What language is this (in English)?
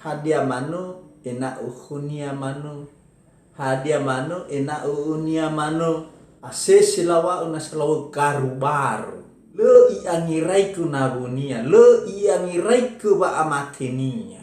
Nias